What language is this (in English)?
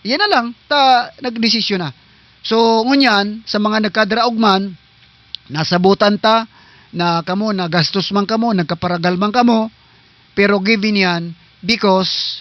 Southern Catanduanes Bikol